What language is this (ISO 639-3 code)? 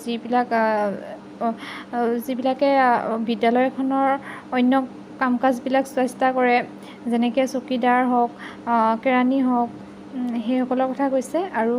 asm